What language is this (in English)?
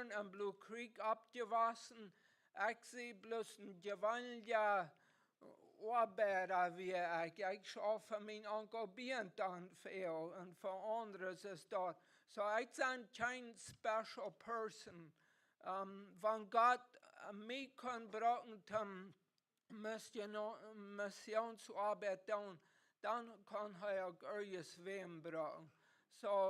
Plautdietsch